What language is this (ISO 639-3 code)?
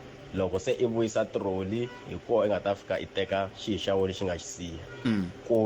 tso